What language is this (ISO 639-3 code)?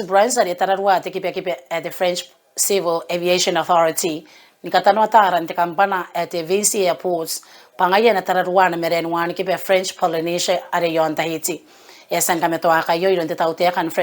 gil